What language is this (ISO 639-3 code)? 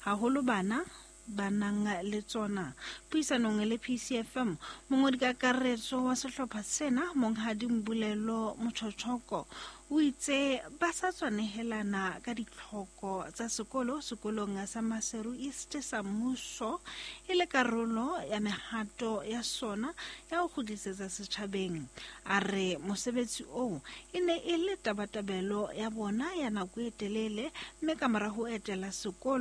sot